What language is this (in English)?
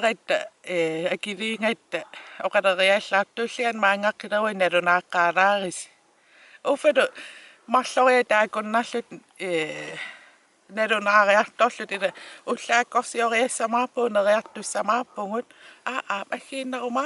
Kalaallisut